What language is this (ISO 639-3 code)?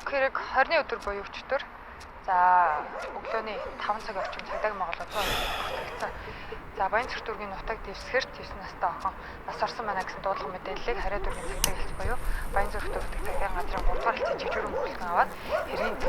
mon